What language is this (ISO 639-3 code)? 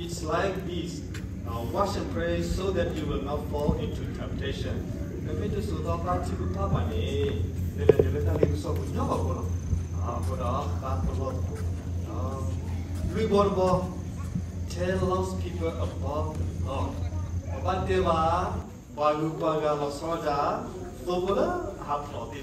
ksw